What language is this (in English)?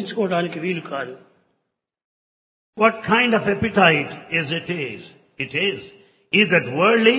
Telugu